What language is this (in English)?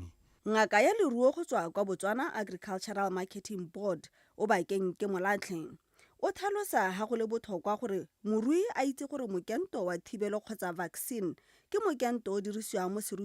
Tswana